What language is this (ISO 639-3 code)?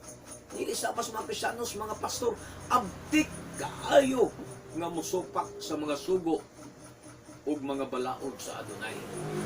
ceb